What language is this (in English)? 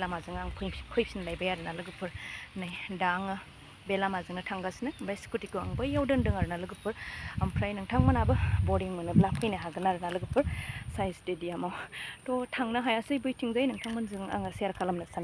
Bodo